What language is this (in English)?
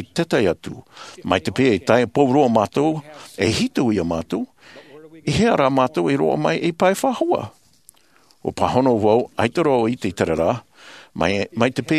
Tahitian